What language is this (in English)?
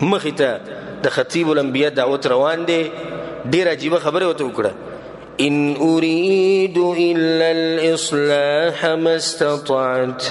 Pashto